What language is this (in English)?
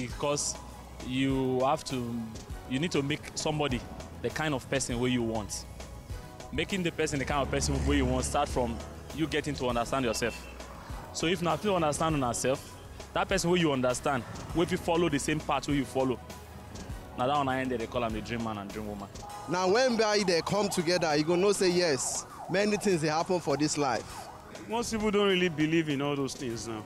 Nigerian Pidgin